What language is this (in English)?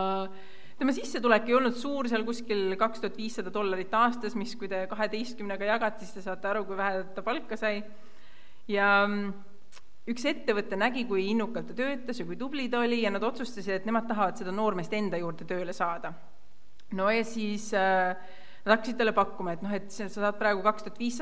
Estonian